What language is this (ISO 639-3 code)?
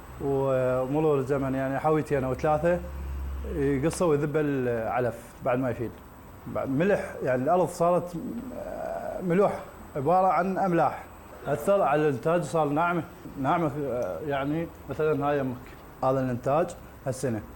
acm